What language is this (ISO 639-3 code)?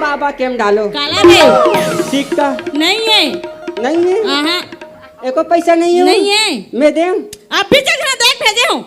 hne